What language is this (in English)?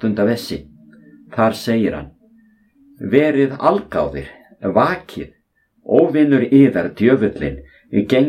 Icelandic